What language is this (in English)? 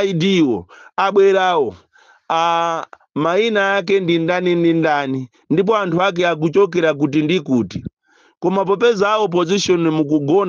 Nyanja